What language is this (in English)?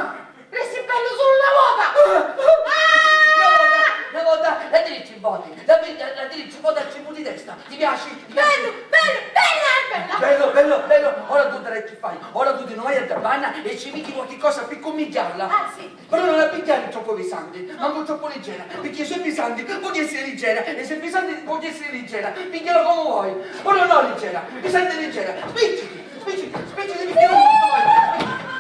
Sicilian